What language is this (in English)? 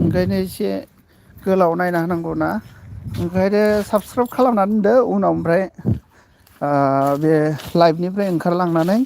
Bodo